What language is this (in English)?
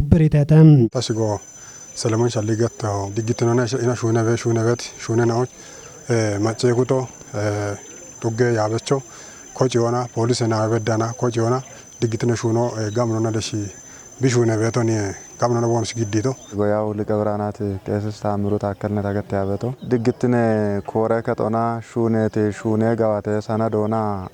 Kafa